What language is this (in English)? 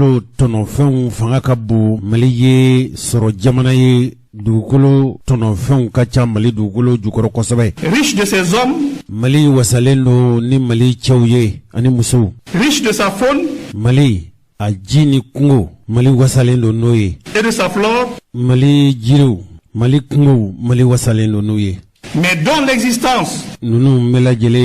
Bambara